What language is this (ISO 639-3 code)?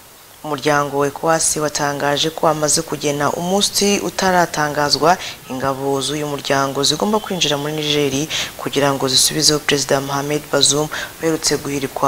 kin